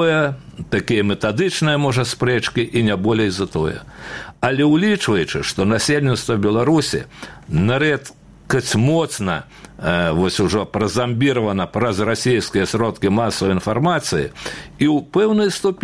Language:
Belarusian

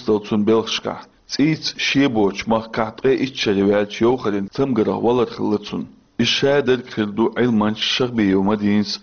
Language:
Chechen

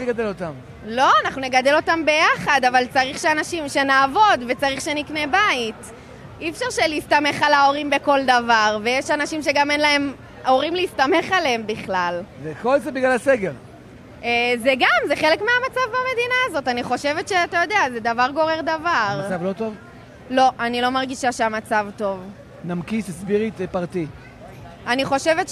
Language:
Hebrew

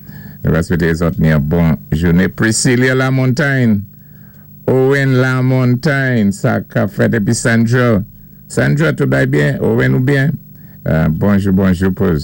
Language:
Saint Lucian Creole French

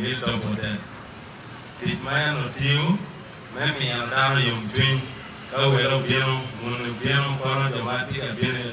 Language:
Acoli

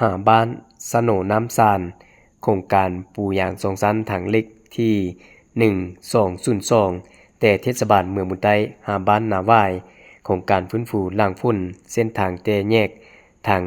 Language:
Lao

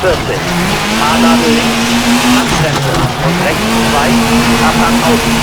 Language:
Bavarian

